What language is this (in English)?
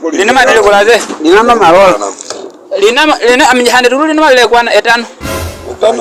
Nyaneka